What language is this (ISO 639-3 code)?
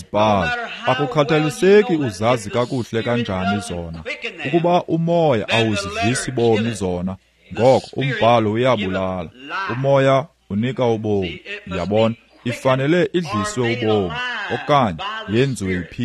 xho